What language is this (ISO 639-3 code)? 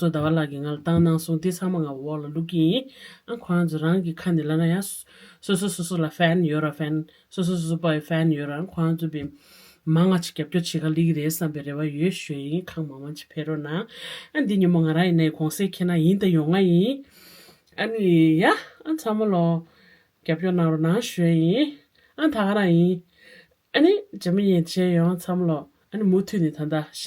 bod